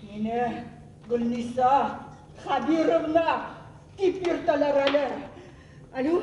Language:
Bashkir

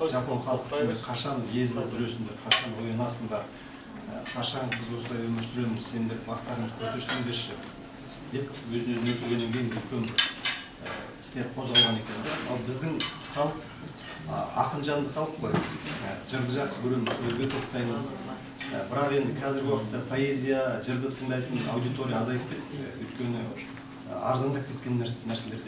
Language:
Kazakh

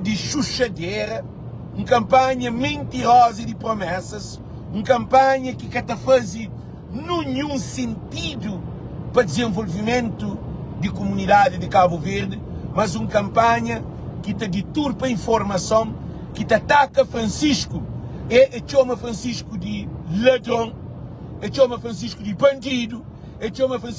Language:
Kabuverdianu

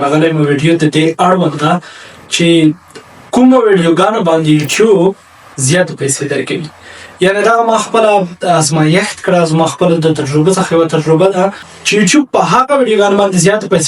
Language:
Pashto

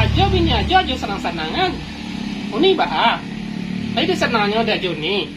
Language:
Minangkabau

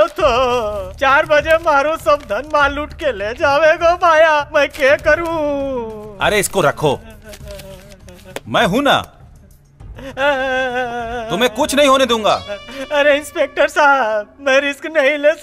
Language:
Bhojpuri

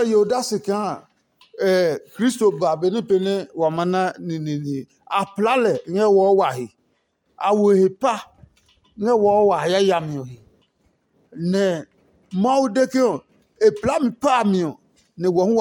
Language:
Adangme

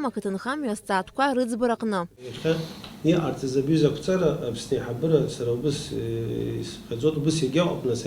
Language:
Abkhazian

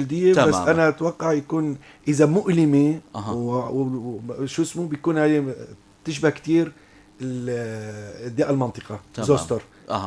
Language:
North Levantine Arabic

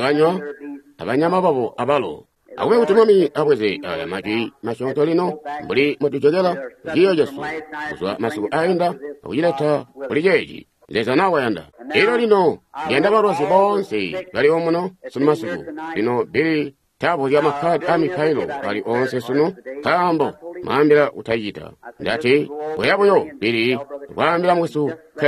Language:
Tonga (Zambia)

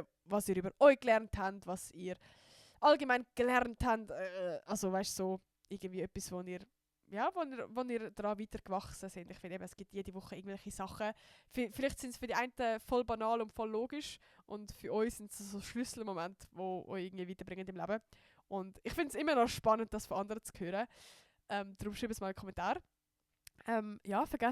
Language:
Swiss German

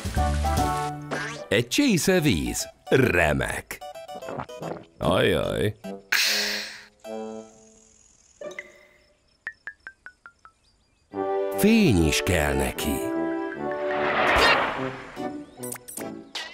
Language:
Hungarian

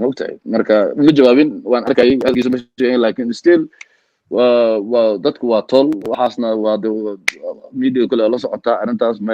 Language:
Somali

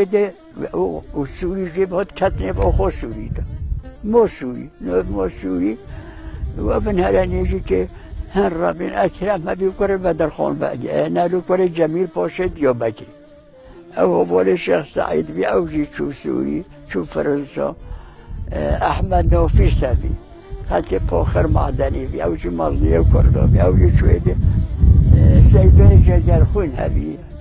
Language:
Kurdish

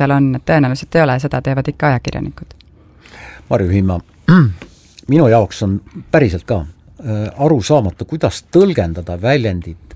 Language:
Estonian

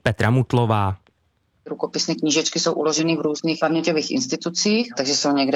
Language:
Czech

